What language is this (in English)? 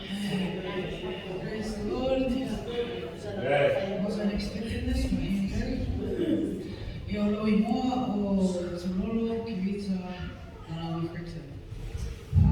Samoan